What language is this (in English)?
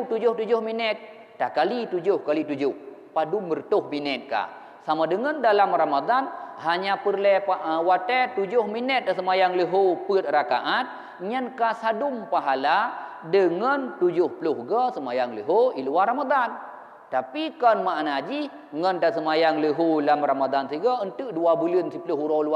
Achinese